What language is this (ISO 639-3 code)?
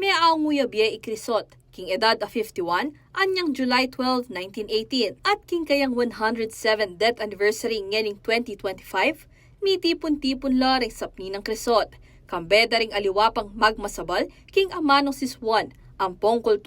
pam